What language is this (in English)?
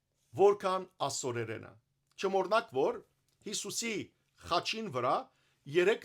Western Armenian